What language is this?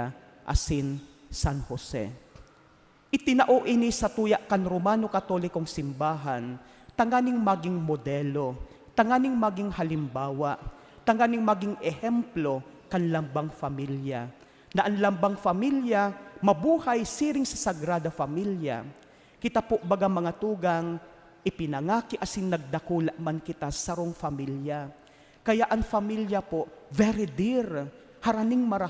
Bikol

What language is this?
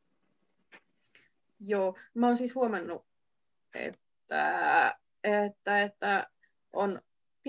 Finnish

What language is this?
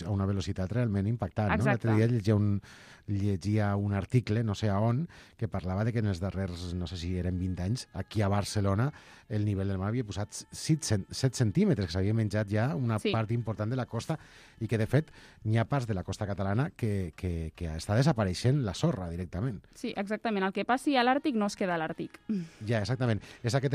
Catalan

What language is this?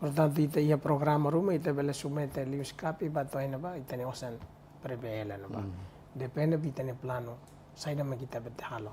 Tetum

